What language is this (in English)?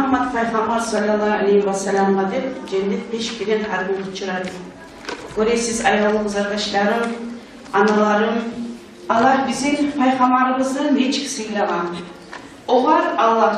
Kumyk